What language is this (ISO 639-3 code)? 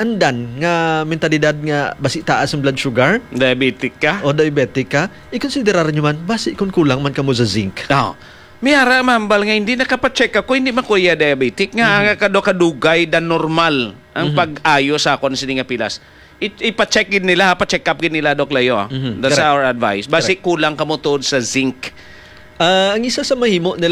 hil